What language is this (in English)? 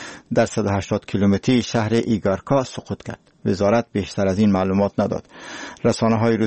Persian